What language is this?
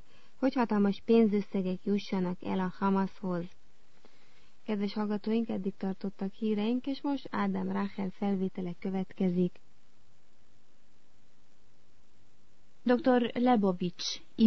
Hungarian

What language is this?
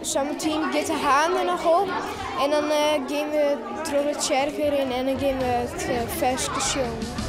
Western Frisian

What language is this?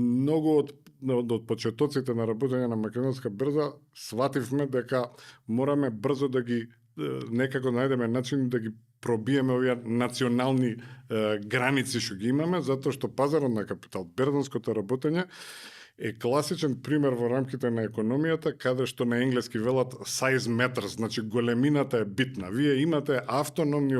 Macedonian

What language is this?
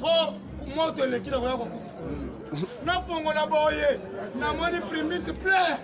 Lingala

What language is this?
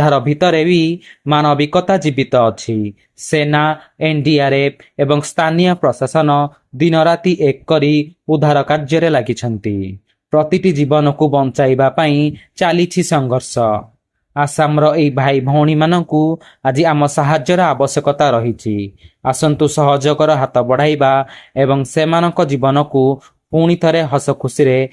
Odia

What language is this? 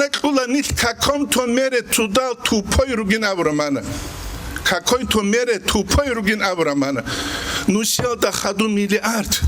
Avaric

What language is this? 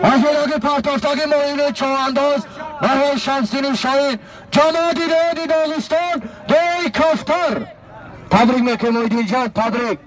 Tajik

